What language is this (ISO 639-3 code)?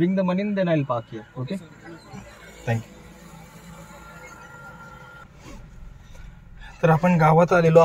mar